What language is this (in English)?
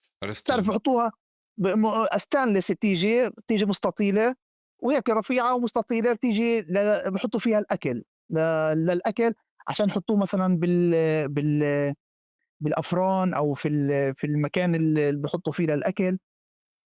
North Levantine Arabic